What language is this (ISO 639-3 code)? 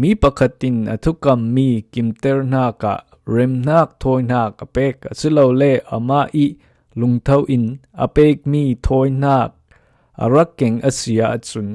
cfm